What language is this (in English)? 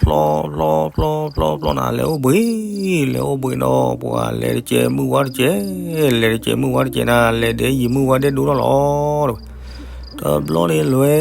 S'gaw Karen